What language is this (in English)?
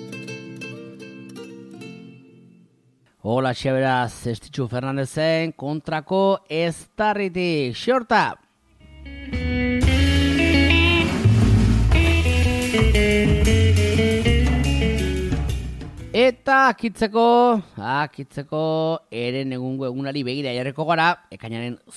Basque